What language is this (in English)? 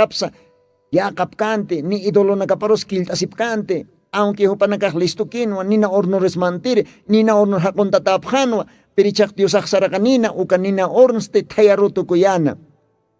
Aymara